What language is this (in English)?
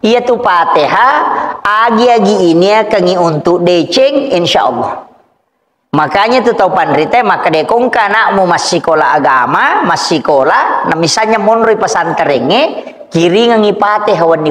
Buginese